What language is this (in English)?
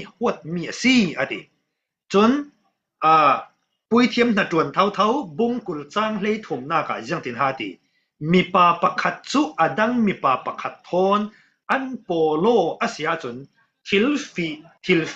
Falam Chin